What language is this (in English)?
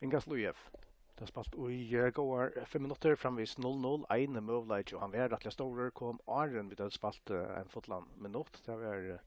Faroese